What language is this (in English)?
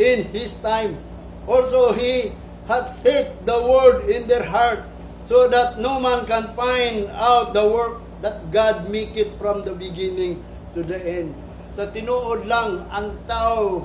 Cebuano